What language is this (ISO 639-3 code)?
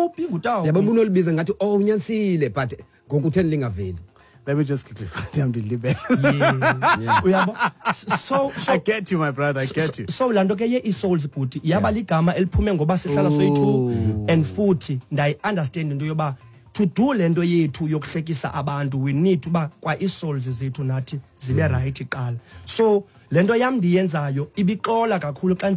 xho